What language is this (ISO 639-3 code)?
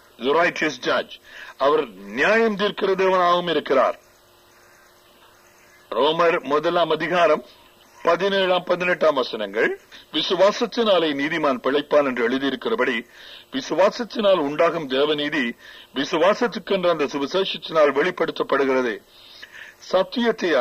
tam